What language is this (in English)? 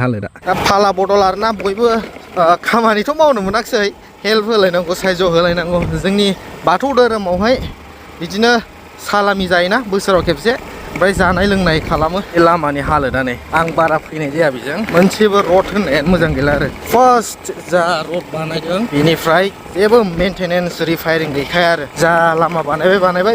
Bodo